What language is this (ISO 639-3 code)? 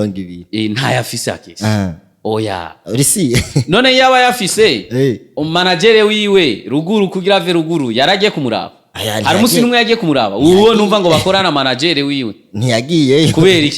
run